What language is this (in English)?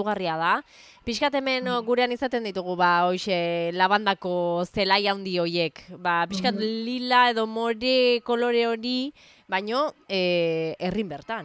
Basque